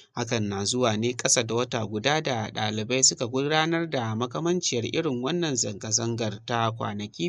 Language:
Hausa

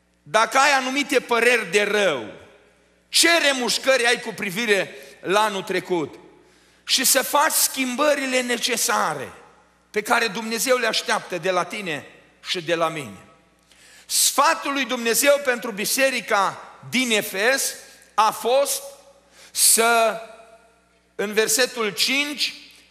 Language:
Romanian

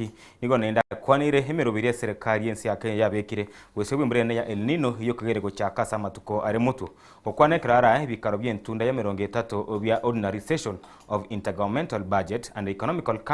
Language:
Gusii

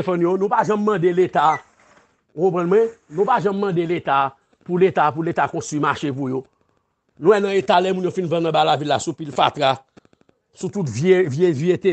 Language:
Haitian Creole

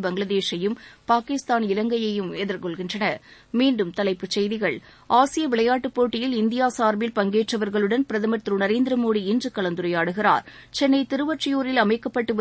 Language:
Tamil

